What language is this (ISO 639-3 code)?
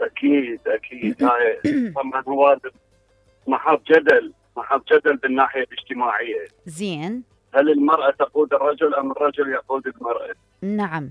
acm